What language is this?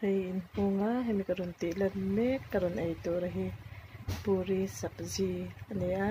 Mizo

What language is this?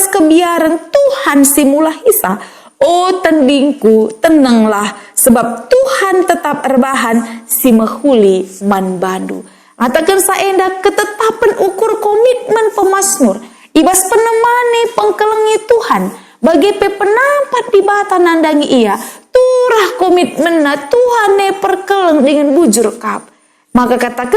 Batak Karo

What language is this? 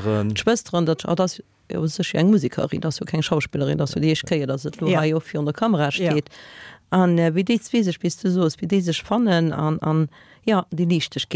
Luxembourgish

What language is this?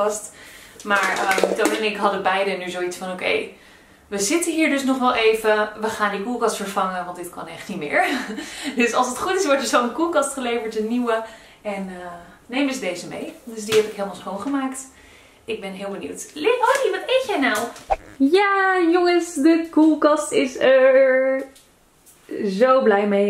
Dutch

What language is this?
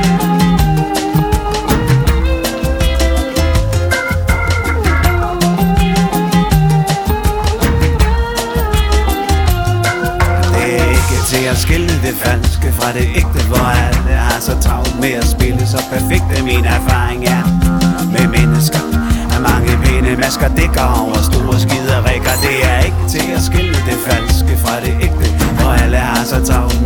Danish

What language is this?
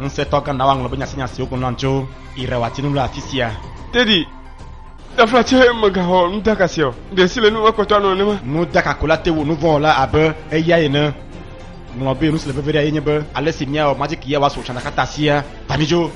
Ewe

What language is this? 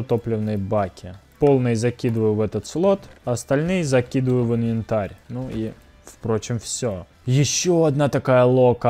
Russian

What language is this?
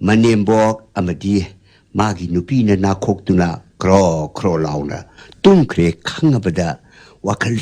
Manipuri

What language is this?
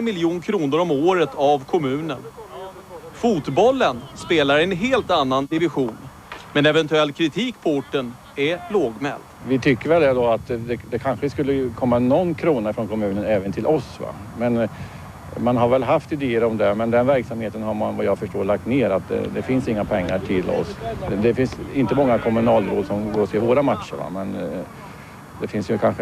Swedish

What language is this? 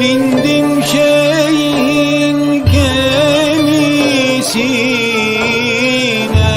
Balkan Romani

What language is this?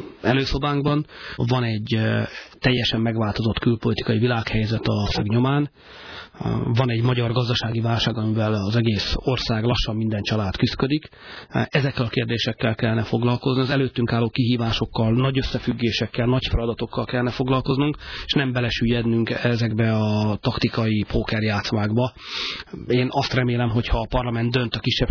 Hungarian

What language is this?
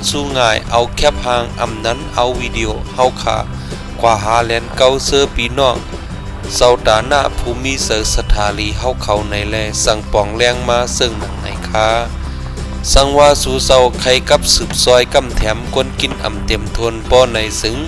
Shan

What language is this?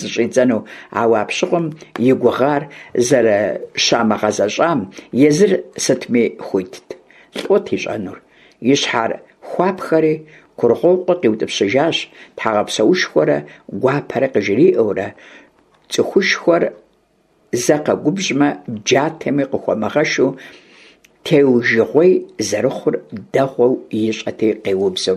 Kabardian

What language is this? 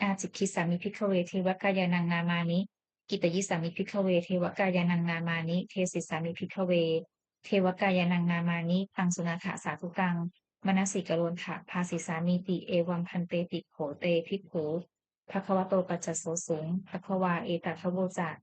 Pali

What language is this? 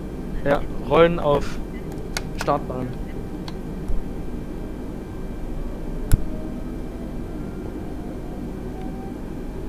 German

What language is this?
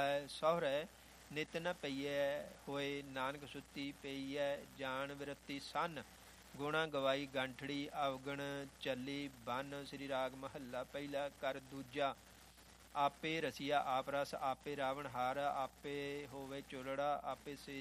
Punjabi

